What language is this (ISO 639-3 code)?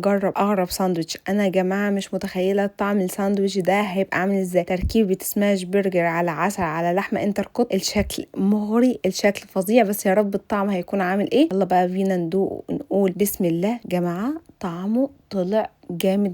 arz